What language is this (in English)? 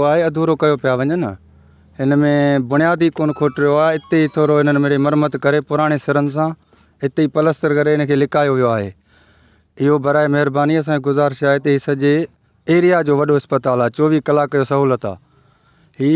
Sindhi